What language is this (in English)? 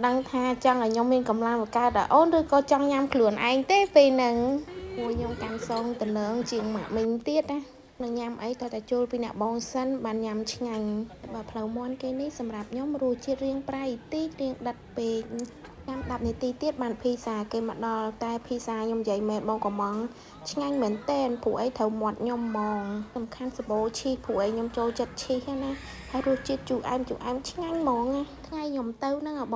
Khmer